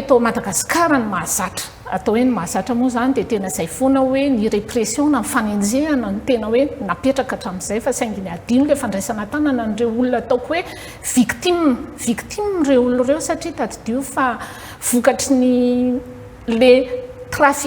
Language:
Malagasy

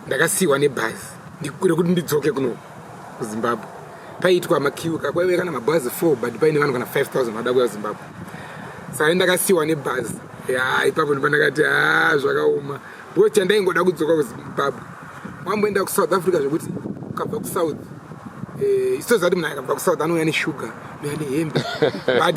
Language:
Shona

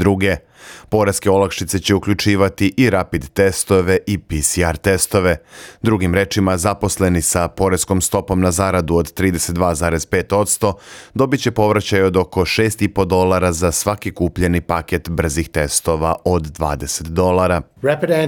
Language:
Bosnian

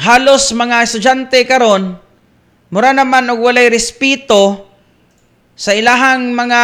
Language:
Cebuano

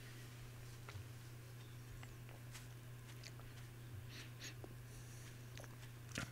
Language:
Polish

